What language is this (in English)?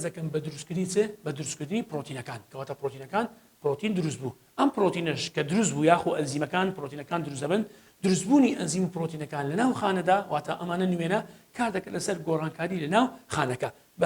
Central Kurdish